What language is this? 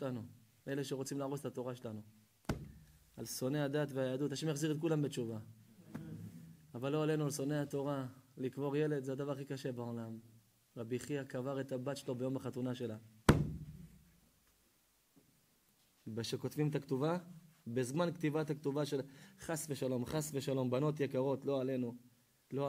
Hebrew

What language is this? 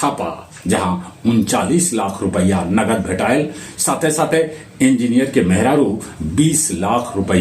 Magahi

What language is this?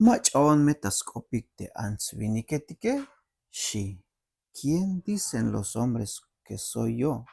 Tzeltal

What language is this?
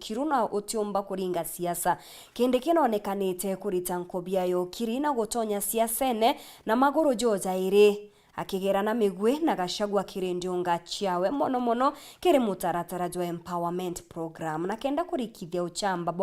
Meru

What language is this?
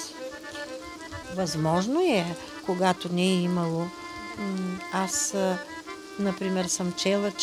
Bulgarian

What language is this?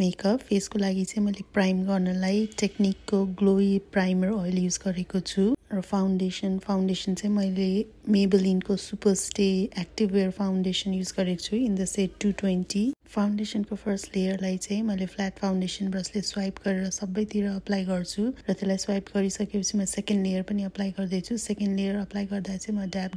Nepali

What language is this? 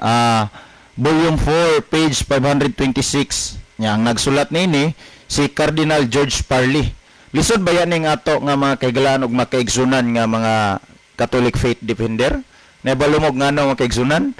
Cebuano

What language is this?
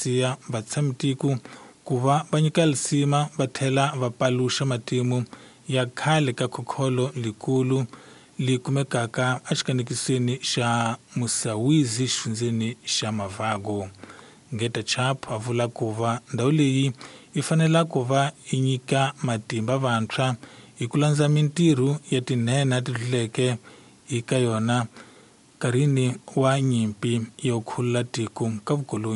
Tsonga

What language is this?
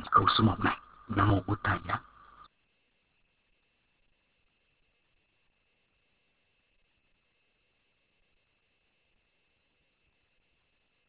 Vietnamese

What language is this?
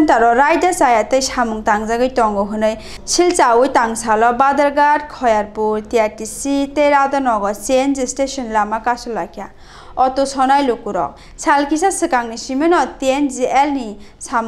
Kok Borok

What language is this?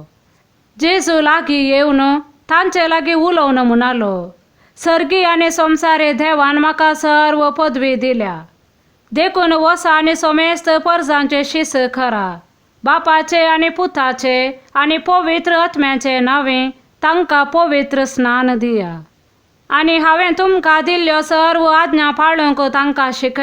Konkani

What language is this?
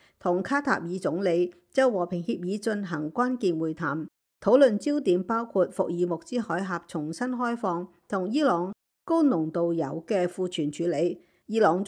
Cantonese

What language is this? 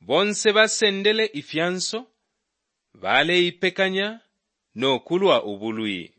Bemba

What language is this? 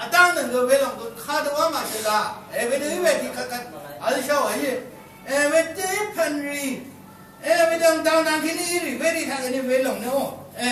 Rawang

